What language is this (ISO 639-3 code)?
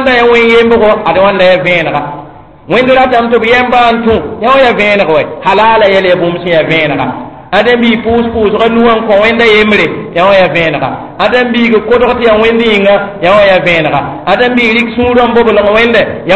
mos